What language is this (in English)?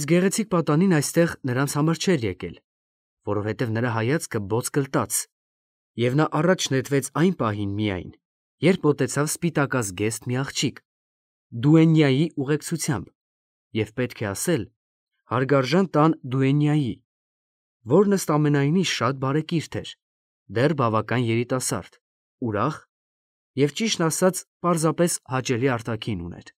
Armenian